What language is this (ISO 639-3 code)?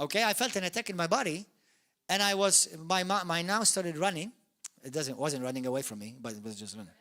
eng